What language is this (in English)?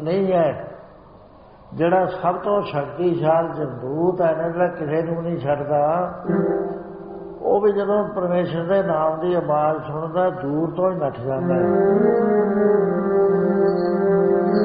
Punjabi